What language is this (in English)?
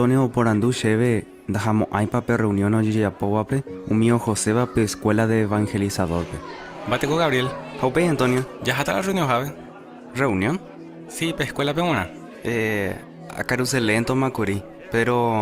Guarani